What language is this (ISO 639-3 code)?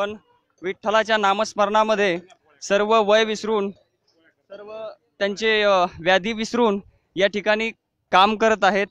mar